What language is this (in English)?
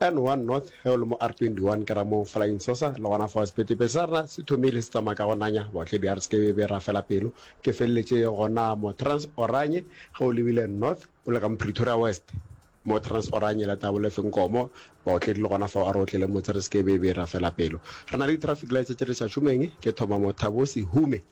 Northern Sotho